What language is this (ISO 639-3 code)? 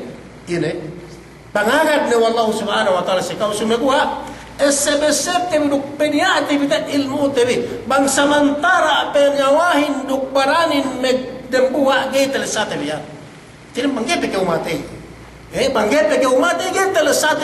yka